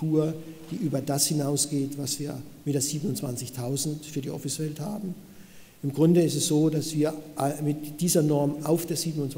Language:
German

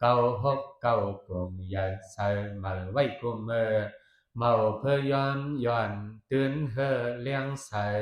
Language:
Shan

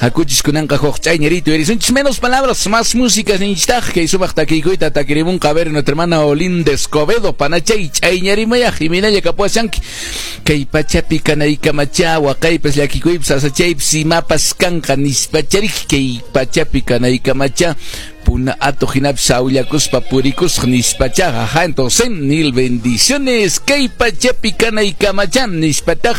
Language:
Quechua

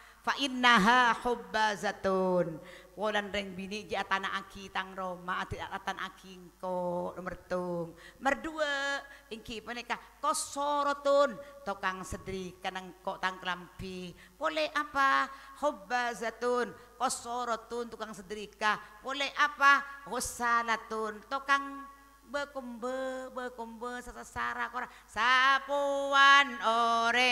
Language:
Madurese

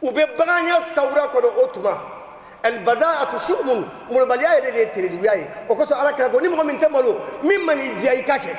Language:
Bambara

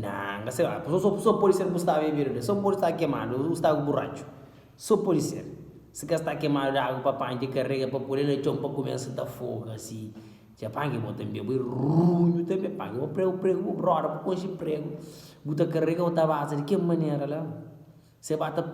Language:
Kabuverdianu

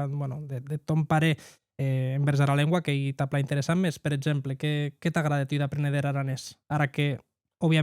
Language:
Occitan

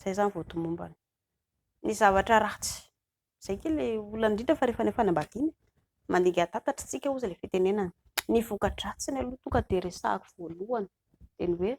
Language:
Malagasy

